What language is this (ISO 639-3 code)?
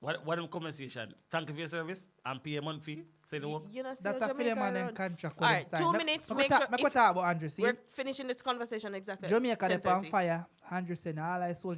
jam